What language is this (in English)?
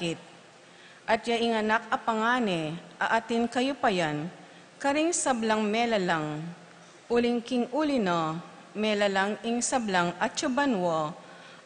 Pampanga